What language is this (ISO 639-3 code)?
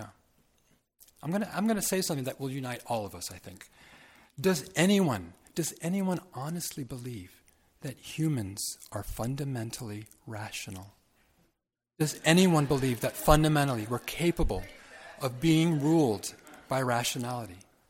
eng